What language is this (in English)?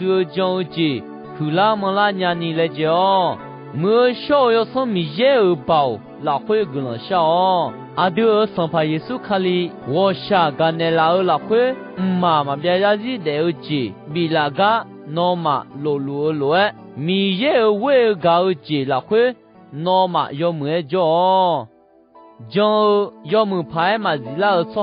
Akha